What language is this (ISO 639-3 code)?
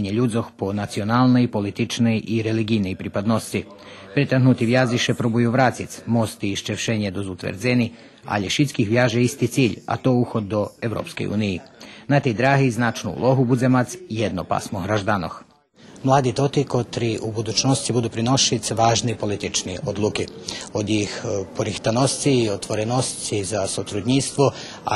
rue